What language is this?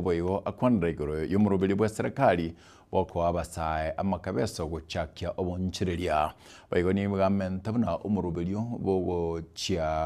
Gusii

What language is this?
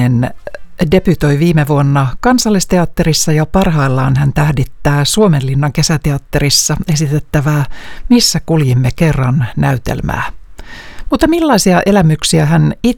Finnish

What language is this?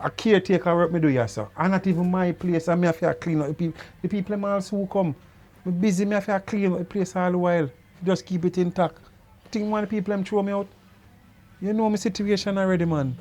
Jamaican Creole English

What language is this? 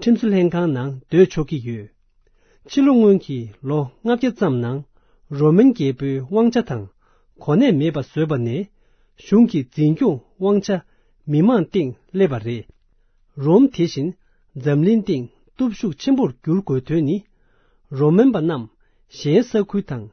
Tibetan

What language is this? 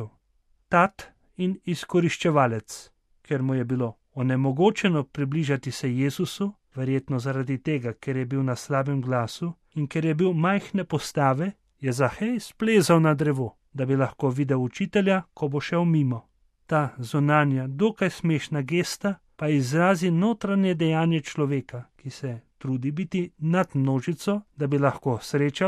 Slovenian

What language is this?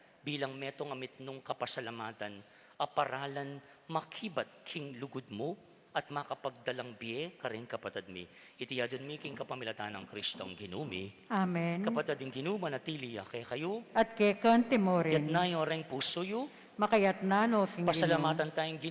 Pampanga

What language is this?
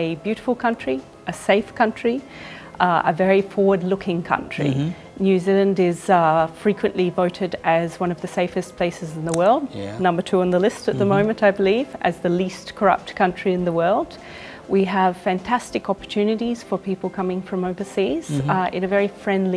English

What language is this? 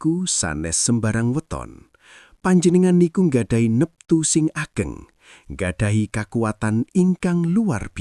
Javanese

